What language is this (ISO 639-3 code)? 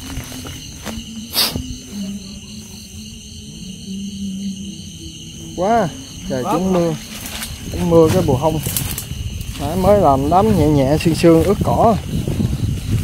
vie